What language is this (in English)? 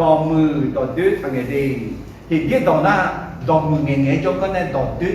Akha